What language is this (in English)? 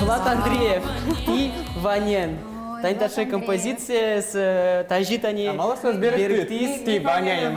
Udmurt